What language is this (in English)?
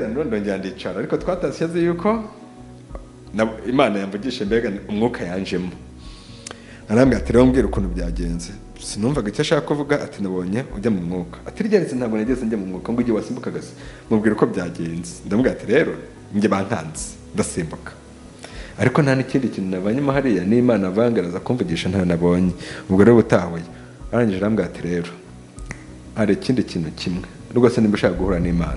Kinyarwanda